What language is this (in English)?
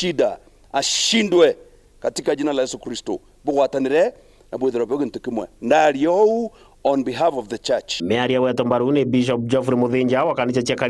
Meru